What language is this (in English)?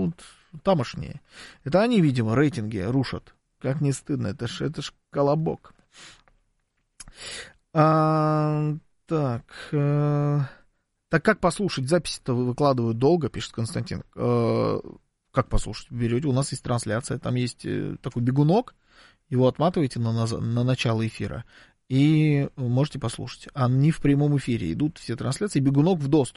Russian